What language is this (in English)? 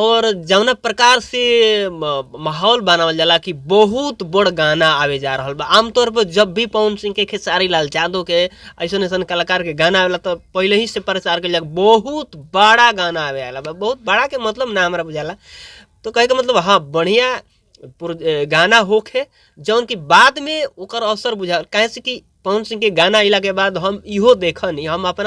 Bhojpuri